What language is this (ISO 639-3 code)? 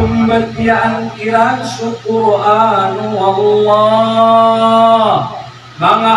mrw